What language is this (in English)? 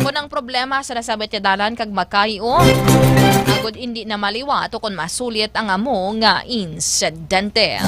Hiligaynon